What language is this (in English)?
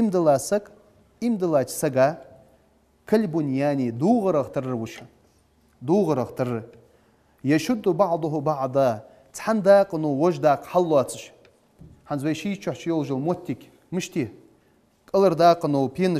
Ingush